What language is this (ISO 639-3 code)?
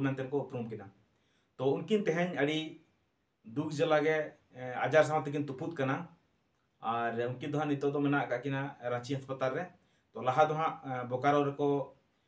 sat